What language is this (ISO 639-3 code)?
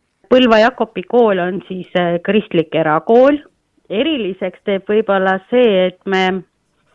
est